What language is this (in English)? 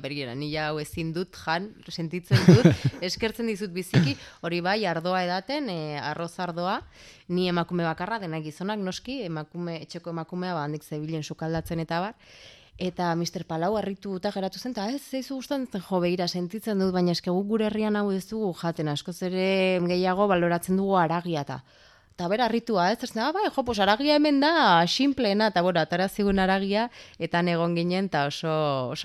Basque